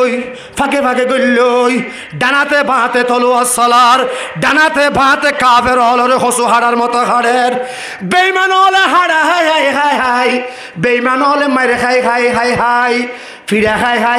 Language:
Rohingya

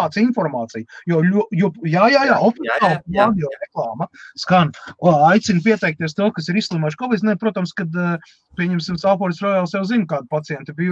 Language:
Latvian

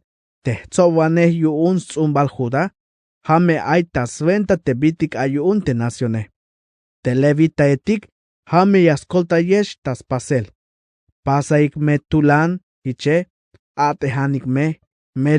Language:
Tzeltal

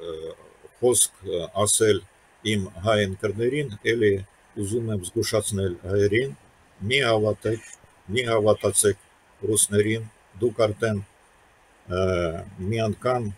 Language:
Armenian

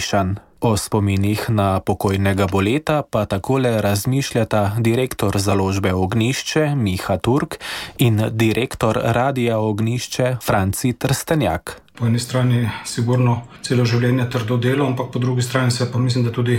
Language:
Slovenian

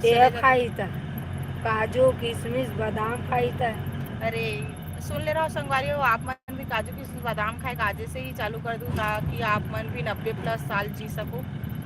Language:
Chhattisgarhi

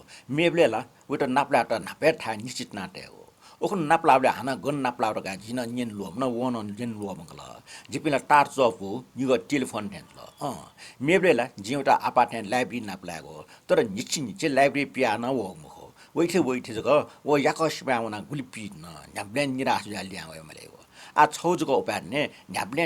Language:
Newari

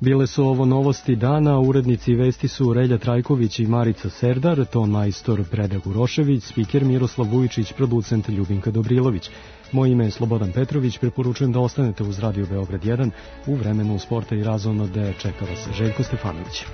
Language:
Serbian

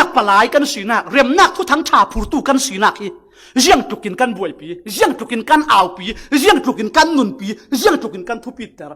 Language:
Falam Chin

